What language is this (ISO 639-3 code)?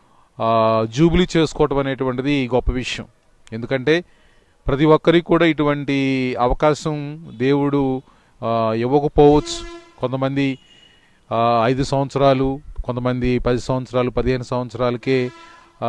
tel